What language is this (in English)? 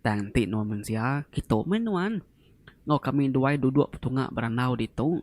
Iban